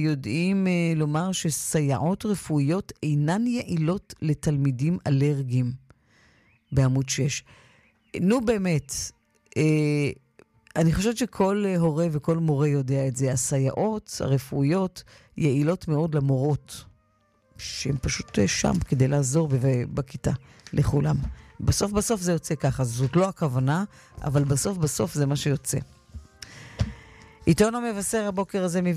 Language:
Hebrew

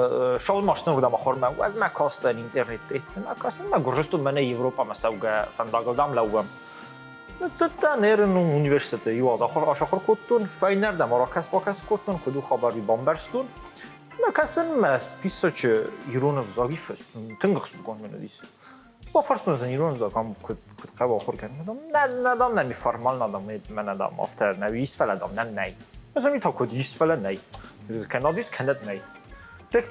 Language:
Ossetic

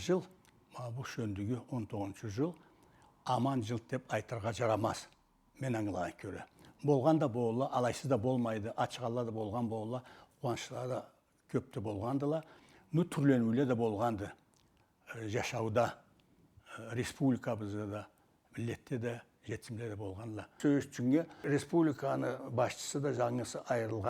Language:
Karachay-Balkar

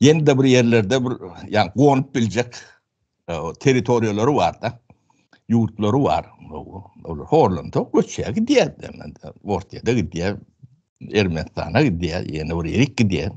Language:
Turkmen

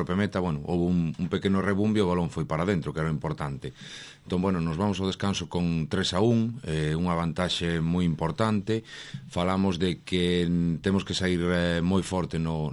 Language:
Galician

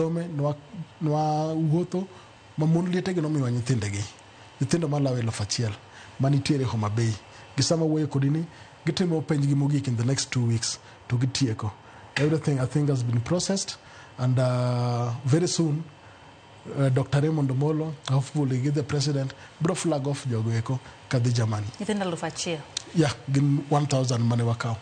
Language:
Luo (Kenya and Tanzania)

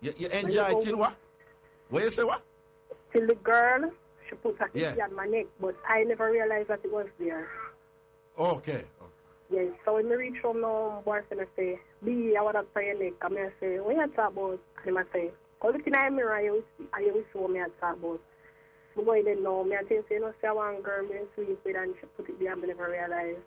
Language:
Jamaican Creole English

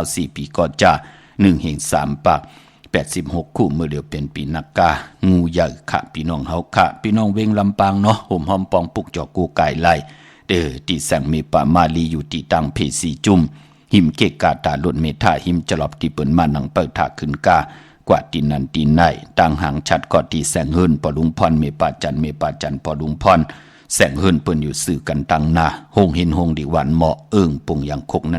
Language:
Shan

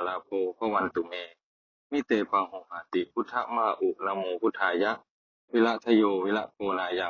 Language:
Pali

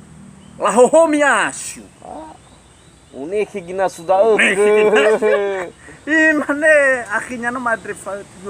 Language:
Nias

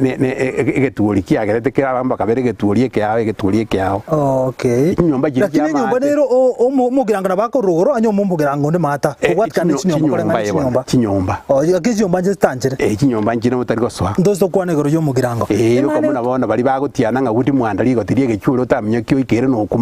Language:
Gusii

